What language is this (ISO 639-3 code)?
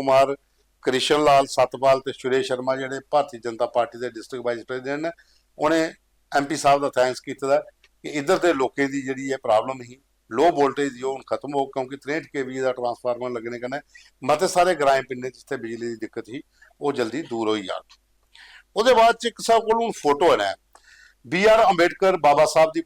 doi